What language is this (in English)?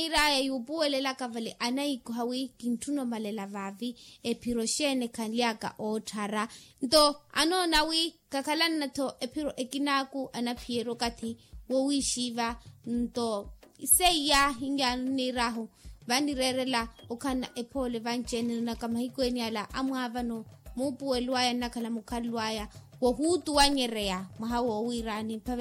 Makhuwa